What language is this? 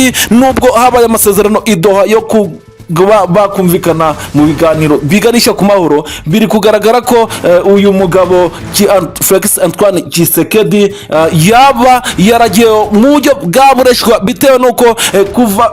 Kinyarwanda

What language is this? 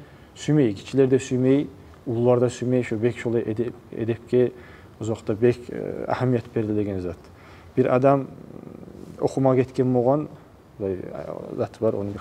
Kumyk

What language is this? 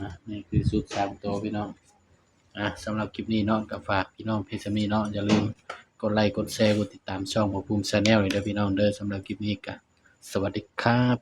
Northeastern Thai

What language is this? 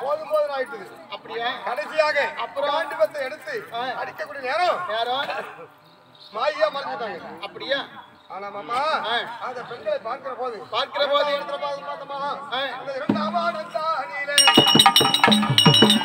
Tamil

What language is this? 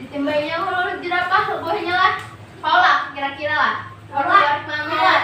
Banjar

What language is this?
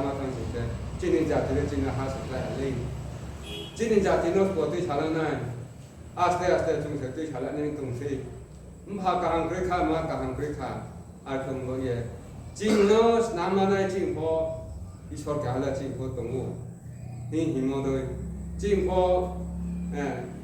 Riang (India)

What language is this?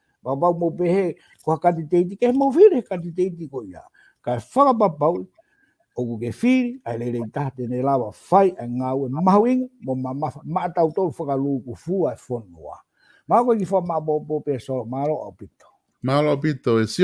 Tongan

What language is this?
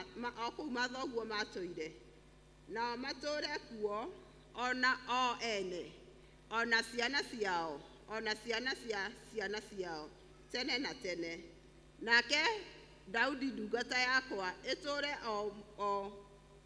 Kikuyu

